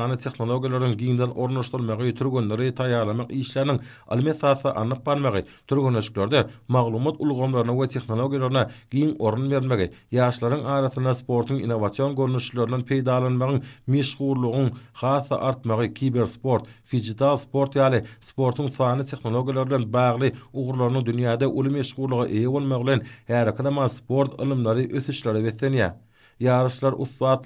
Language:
Turkmen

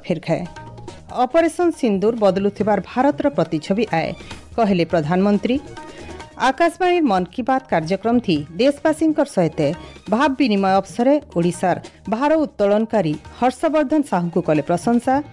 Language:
Odia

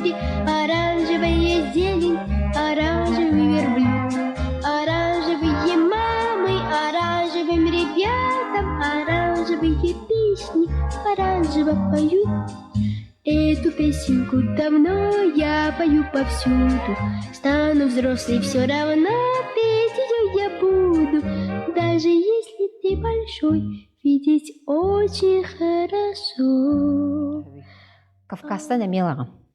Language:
Yakut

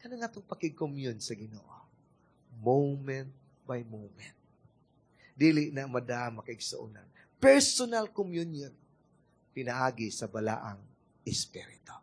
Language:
Cebuano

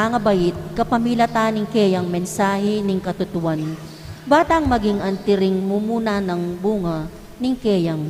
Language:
Pampanga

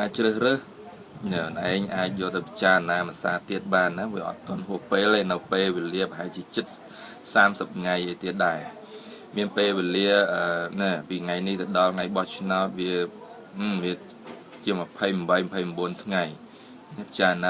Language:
Khmer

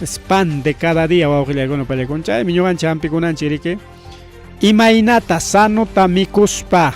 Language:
Ayacucho Quechua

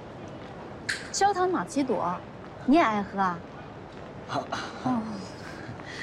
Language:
Chinese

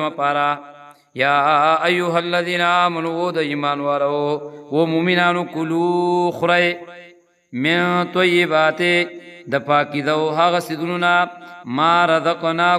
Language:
Pashto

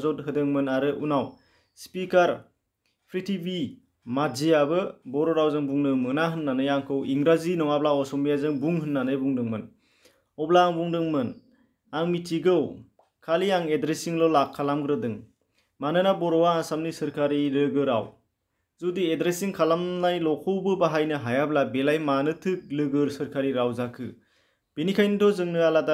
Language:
Bodo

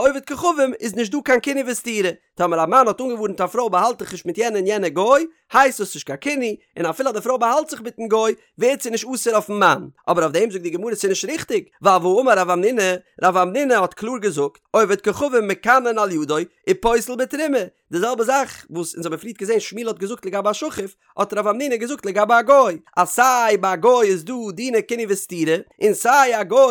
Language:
Yiddish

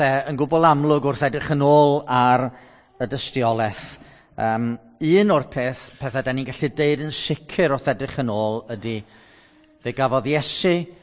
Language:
Welsh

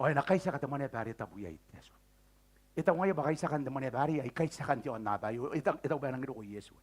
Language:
Gilbertese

